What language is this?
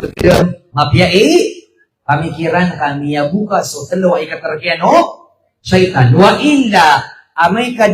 Maranao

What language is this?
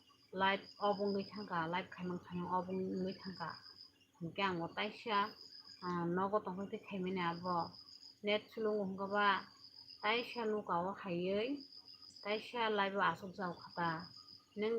Kok Borok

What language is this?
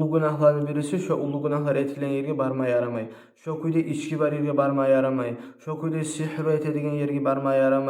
Kumyk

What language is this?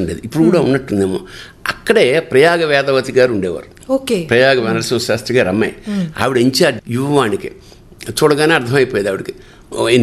Telugu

